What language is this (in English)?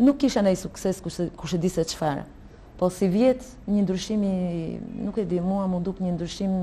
Albanian